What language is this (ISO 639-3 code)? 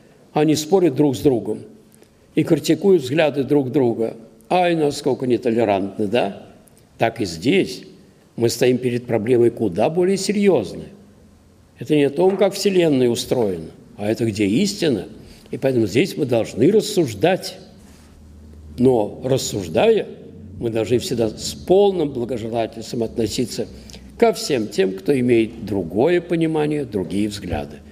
rus